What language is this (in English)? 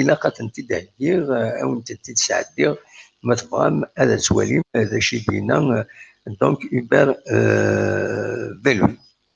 Kabyle